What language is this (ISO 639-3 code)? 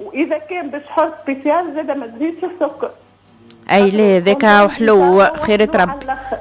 aeb